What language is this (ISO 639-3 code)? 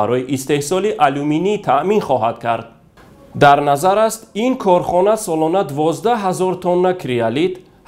tgk